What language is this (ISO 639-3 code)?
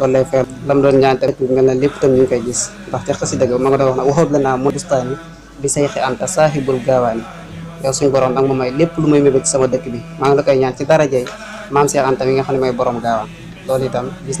wol